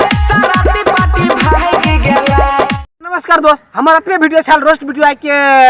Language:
Maithili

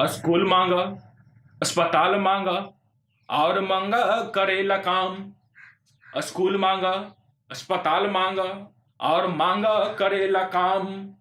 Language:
Magahi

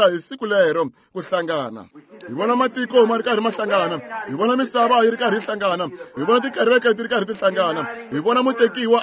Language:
Tsonga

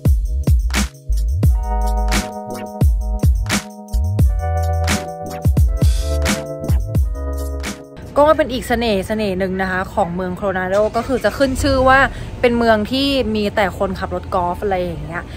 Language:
Thai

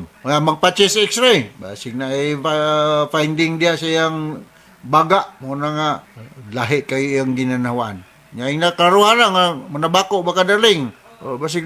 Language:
Cebuano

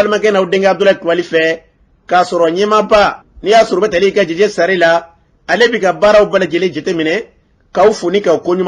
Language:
Bambara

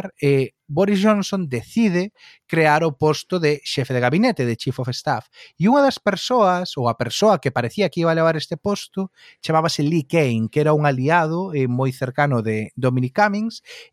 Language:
Galician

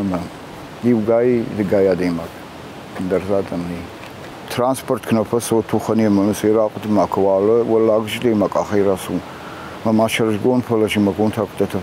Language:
Ossetic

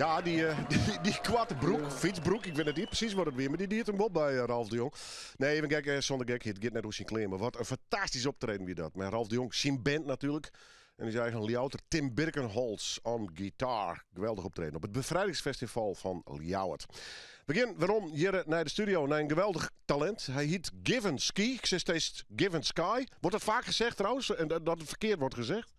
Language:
Western Frisian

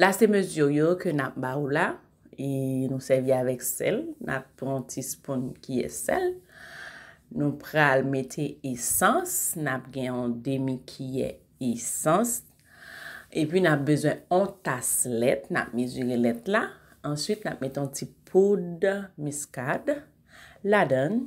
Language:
Haitian Creole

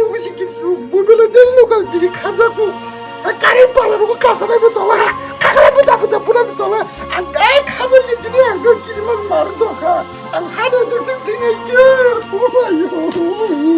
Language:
Kok Borok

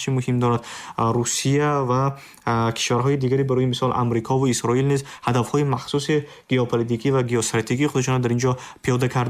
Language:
Tajik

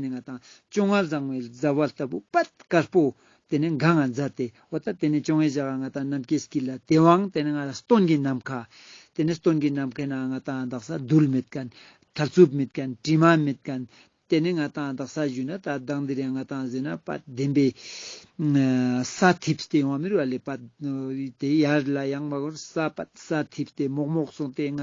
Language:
Ladakhi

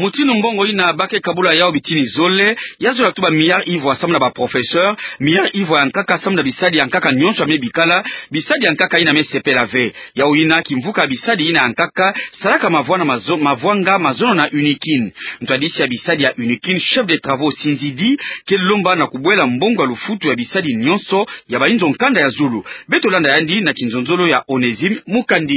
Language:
Kituba (Democratic Republic of Congo)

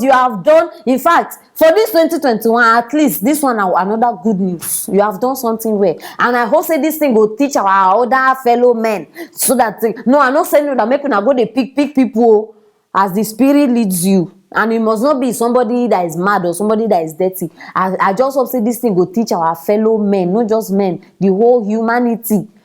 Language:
Nigerian Pidgin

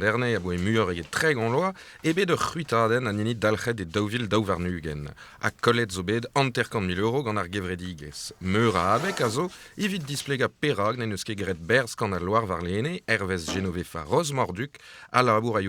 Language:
Breton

